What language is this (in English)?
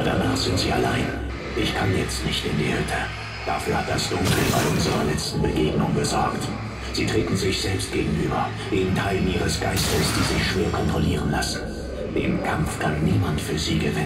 Bavarian